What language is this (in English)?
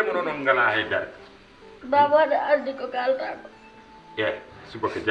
Fula